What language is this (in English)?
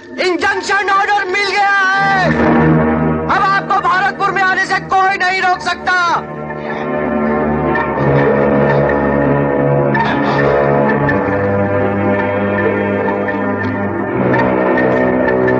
Hindi